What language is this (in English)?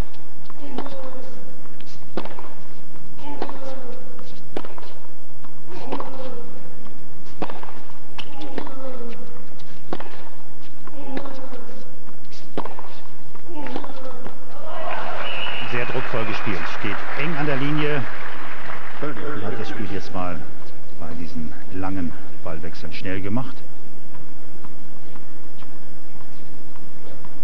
German